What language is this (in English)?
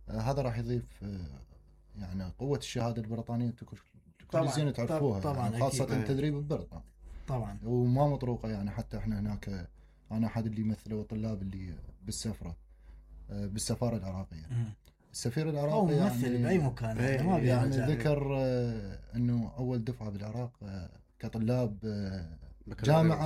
Mesopotamian Arabic